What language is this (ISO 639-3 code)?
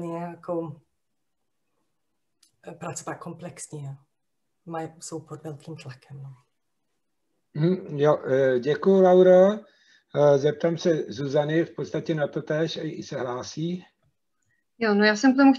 ces